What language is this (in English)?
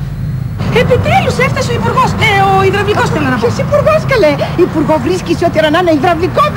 Greek